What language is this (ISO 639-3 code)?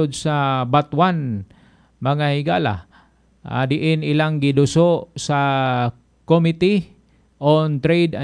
ceb